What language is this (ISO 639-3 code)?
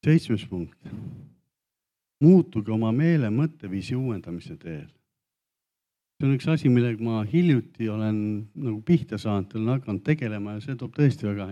est